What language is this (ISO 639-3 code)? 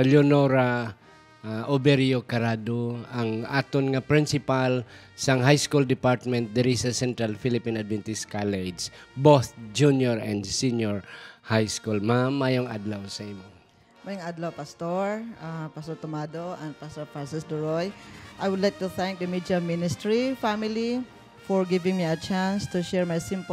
hil